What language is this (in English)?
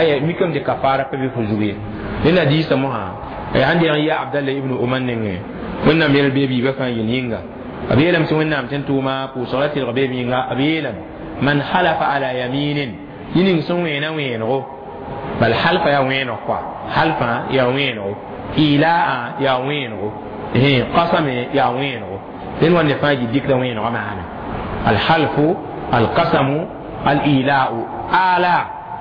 Mossi